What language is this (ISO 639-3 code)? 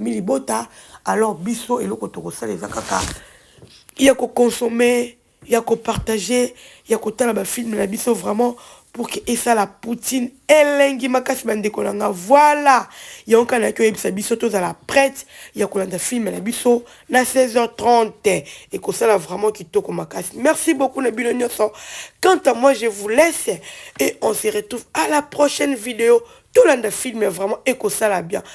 lin